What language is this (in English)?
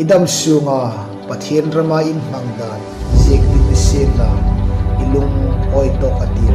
Hmar